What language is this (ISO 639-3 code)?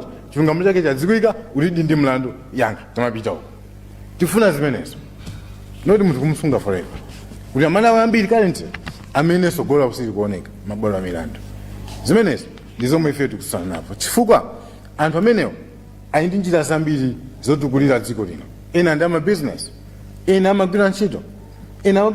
nya